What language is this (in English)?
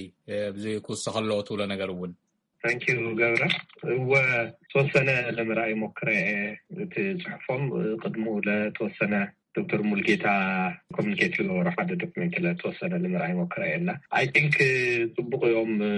Tigrinya